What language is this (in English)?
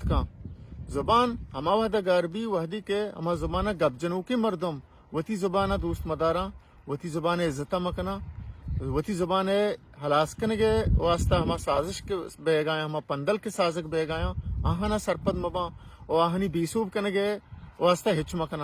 Baluchi